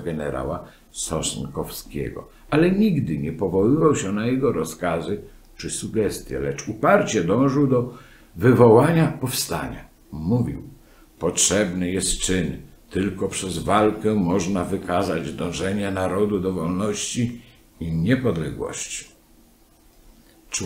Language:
Polish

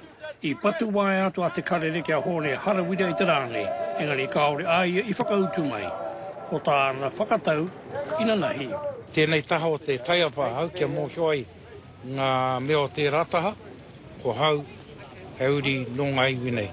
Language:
Māori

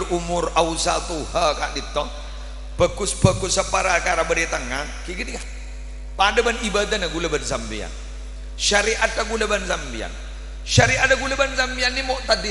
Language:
Madurese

